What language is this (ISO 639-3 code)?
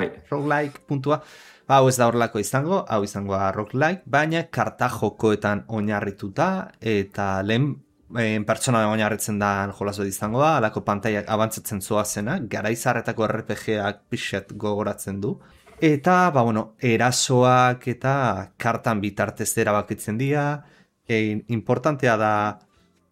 eus